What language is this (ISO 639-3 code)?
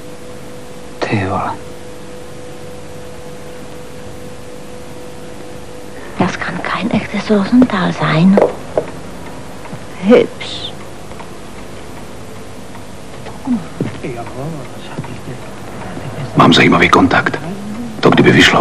ces